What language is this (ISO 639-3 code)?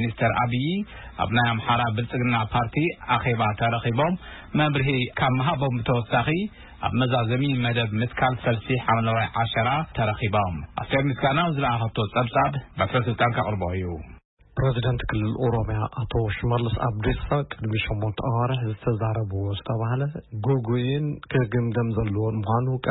tir